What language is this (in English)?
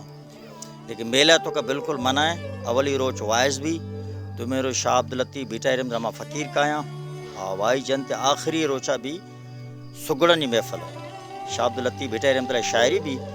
Baluchi